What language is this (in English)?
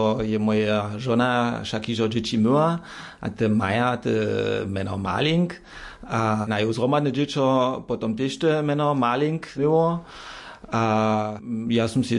Upper Sorbian